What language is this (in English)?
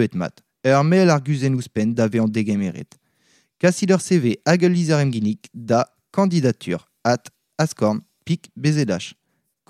Breton